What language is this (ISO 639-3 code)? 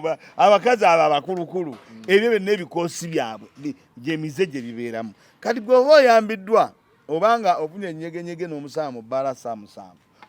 lug